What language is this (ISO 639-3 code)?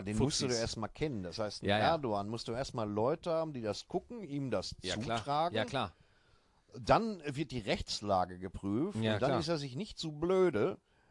deu